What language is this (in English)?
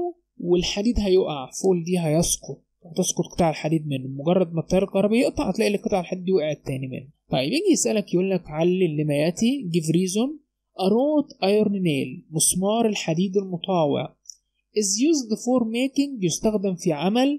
Egyptian Arabic